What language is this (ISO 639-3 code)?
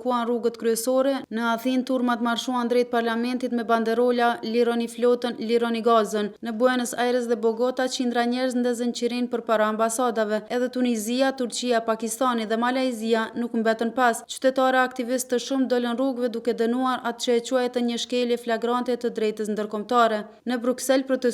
sqi